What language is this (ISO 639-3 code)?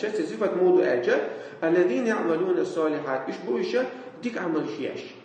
che